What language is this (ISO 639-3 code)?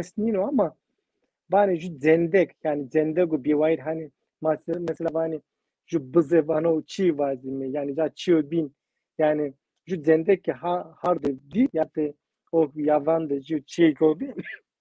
zza